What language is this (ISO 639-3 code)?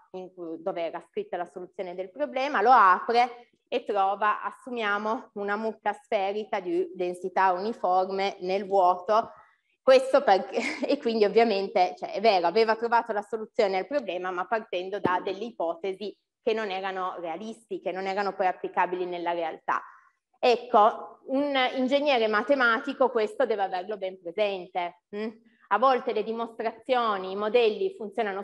ita